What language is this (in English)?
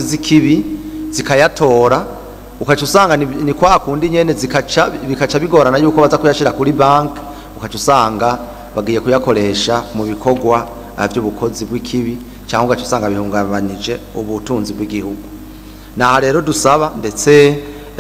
Rundi